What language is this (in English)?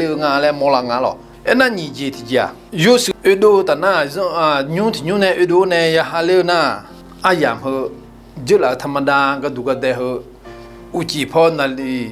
Akha